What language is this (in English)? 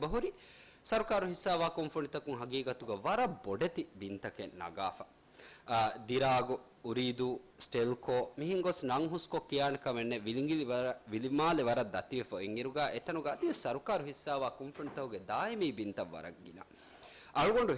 Divehi